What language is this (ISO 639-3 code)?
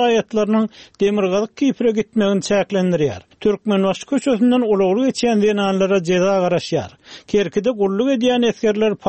tuk